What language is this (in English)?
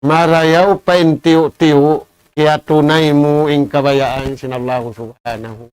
Tausug